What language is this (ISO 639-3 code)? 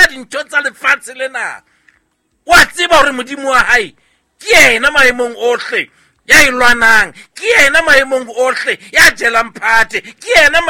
sot